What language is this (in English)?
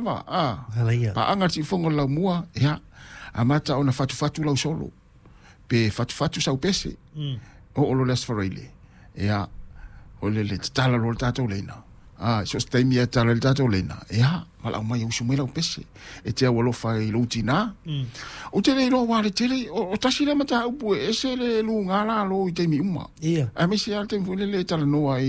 Samoan